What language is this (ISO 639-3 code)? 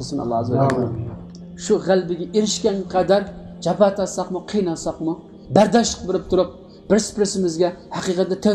uig